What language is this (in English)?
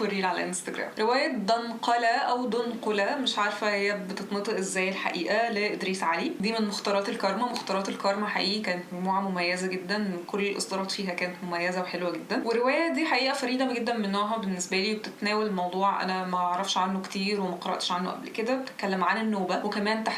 Egyptian Arabic